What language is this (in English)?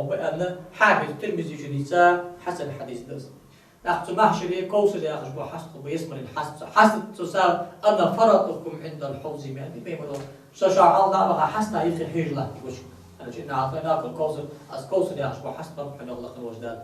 Ingush